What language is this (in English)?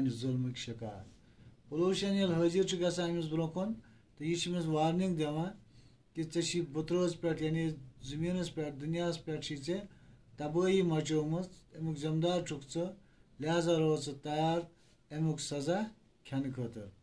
Kashmiri